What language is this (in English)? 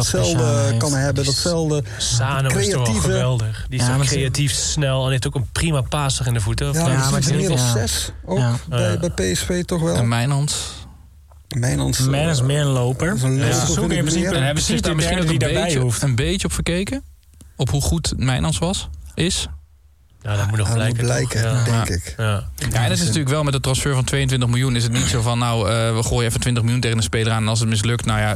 Dutch